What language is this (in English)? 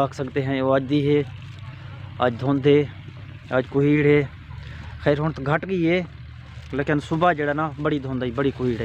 Saraiki